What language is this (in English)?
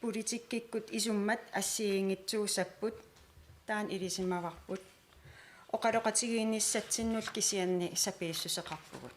Kalaallisut